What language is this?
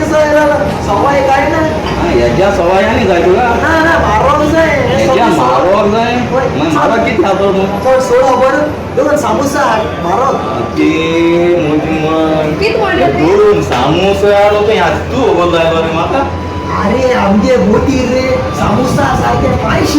Konkani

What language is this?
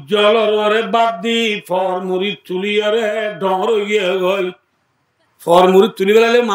Rohingya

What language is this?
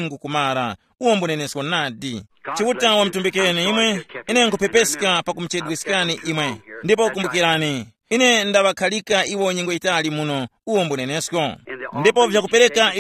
Tumbuka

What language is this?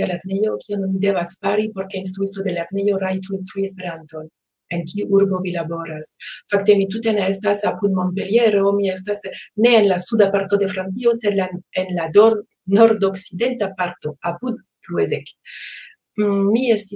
Esperanto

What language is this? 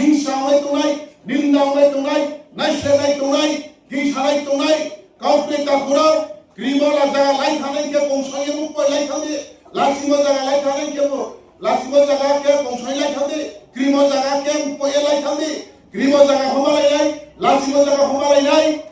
Riang (India)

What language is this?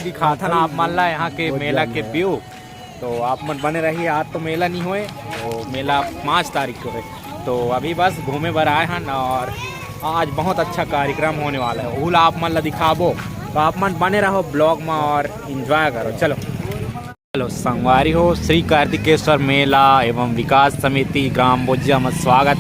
Chhattisgarhi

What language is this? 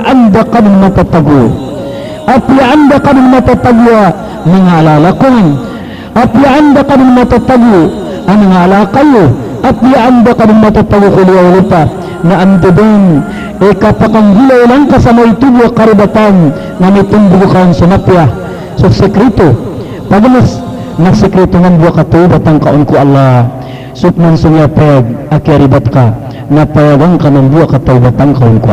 Maranao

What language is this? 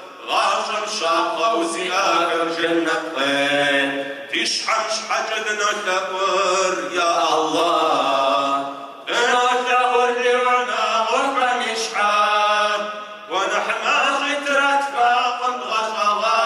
Kabardian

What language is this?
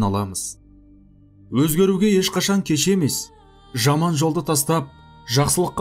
Kazakh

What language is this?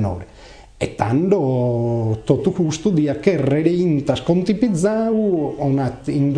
Sardinian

